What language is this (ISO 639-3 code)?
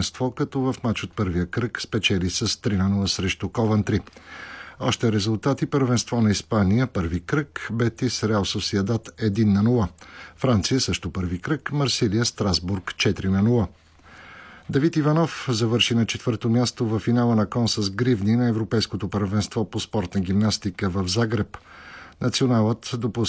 bul